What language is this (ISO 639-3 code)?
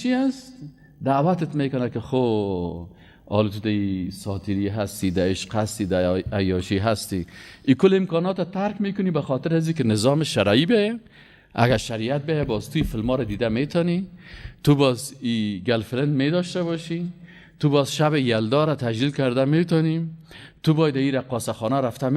fas